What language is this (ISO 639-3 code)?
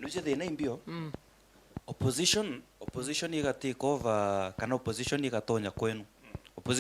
mer